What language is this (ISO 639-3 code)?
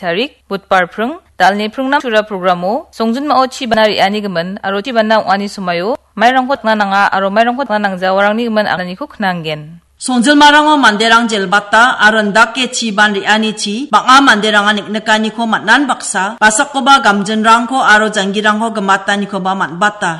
grt